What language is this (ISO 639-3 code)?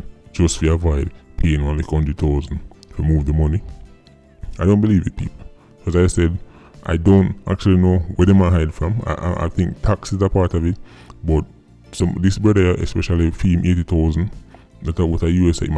jam